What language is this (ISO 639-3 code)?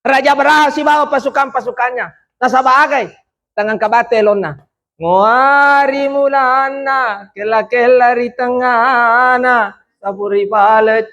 bug